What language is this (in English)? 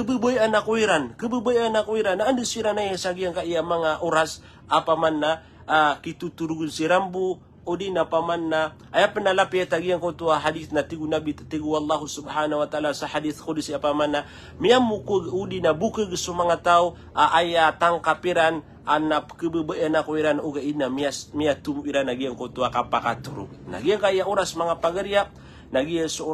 Maranao